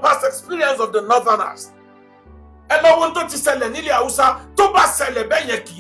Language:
Yoruba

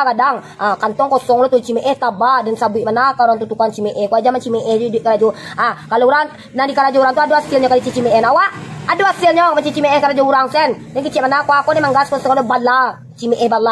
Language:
Minangkabau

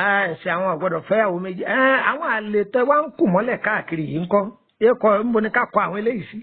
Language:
Yoruba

